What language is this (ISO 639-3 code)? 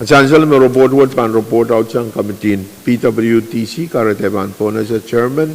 pon